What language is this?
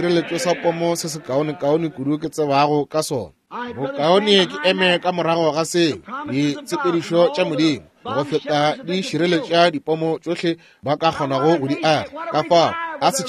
Northern Sotho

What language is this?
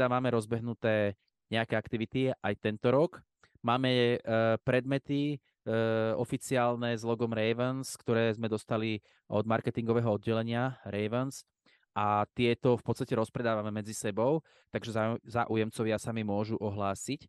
Slovak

